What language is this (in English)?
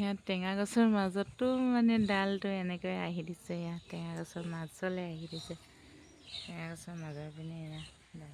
Assamese